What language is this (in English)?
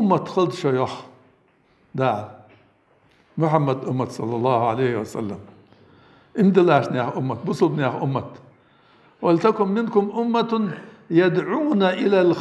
Ingush